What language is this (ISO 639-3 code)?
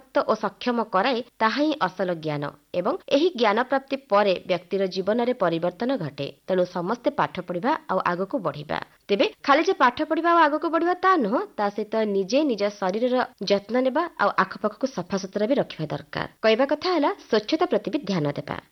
ori